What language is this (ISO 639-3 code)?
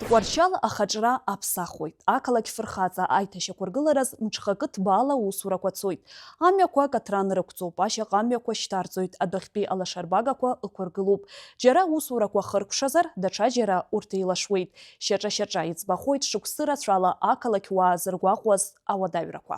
abk